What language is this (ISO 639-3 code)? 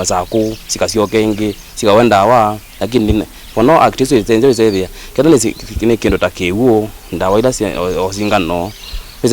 kam